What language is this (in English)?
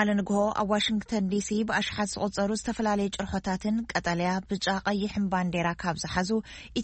Tigrinya